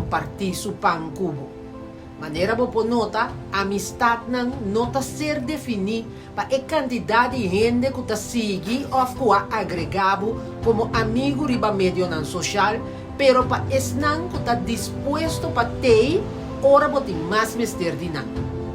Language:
Papiamento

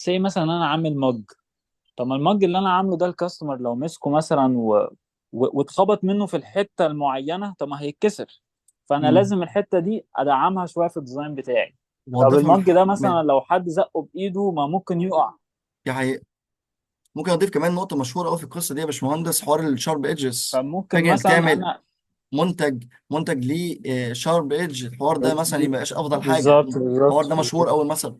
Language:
Egyptian Arabic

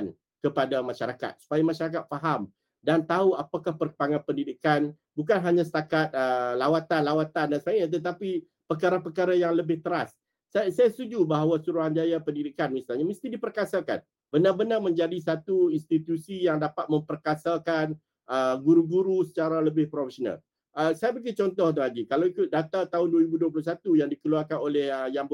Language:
Malay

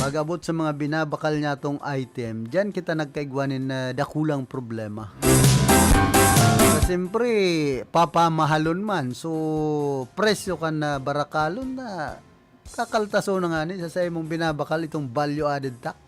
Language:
Bikol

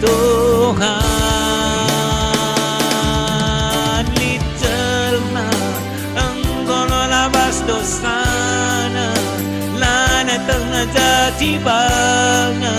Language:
Batak Karo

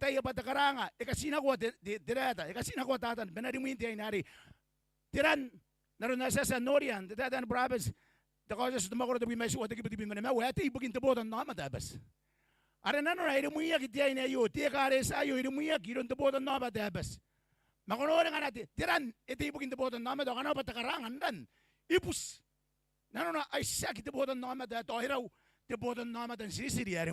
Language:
Gilbertese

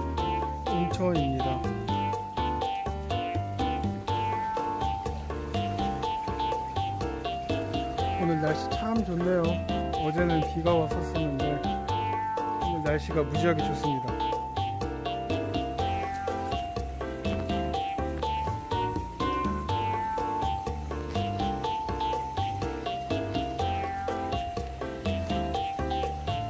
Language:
Korean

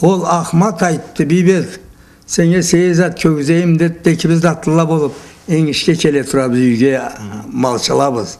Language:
Karachay-Balkar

